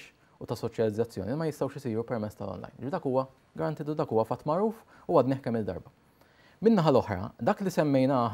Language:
Maltese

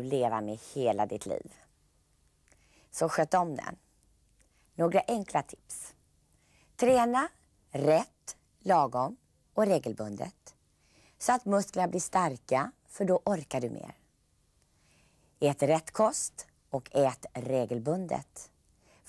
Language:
Swedish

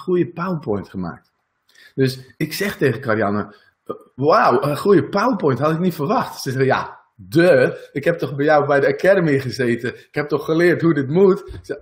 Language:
Dutch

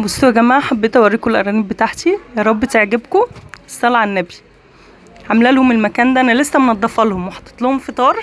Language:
Egyptian Arabic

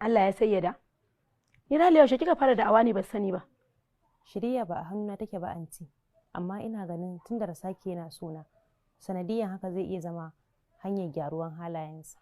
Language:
Hausa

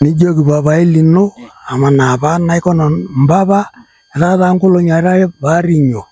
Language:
Masai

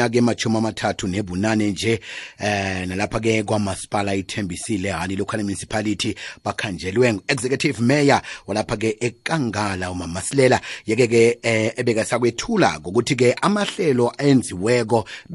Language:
South Ndebele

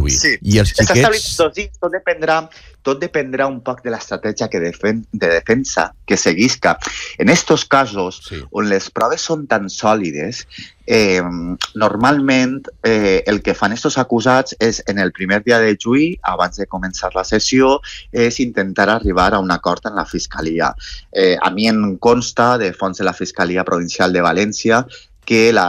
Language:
Catalan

